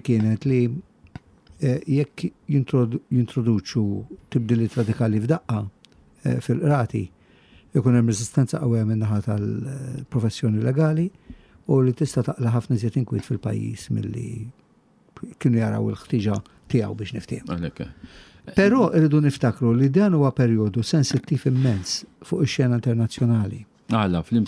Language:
Maltese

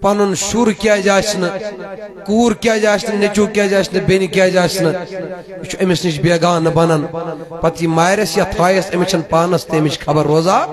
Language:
Kashmiri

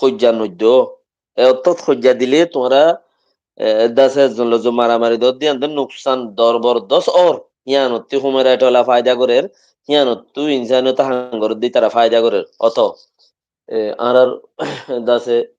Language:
Rohingya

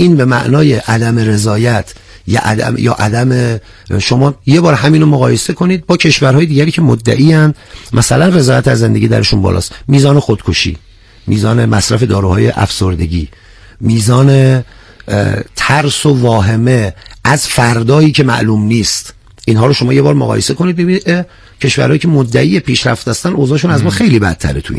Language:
Persian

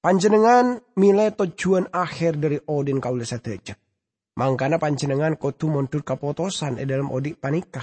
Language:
Madurese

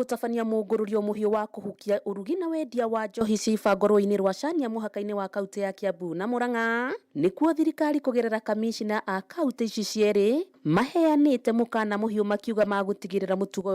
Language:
Kikuyu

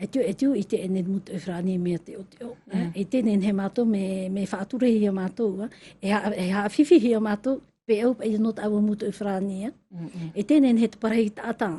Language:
Tahitian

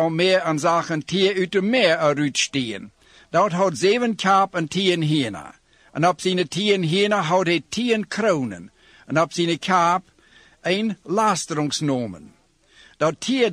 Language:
Dutch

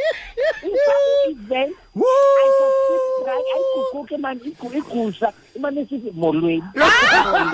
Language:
Xhosa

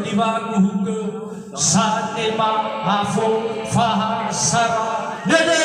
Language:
Nias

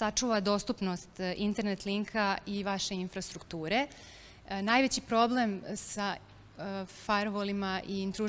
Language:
Serbian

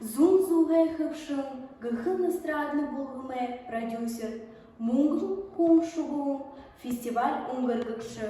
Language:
Buriat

